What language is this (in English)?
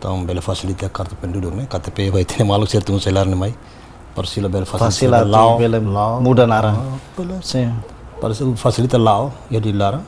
Tetum